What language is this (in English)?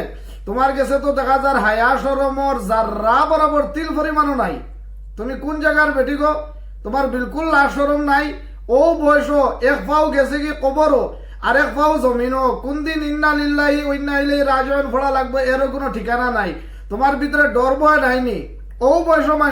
Sylheti